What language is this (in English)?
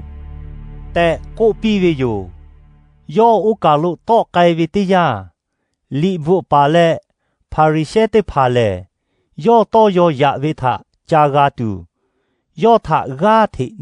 Lahu